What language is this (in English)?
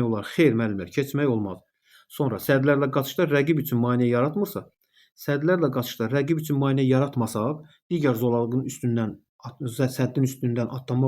Azerbaijani